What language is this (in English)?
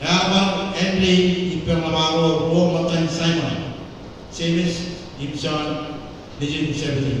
Marshallese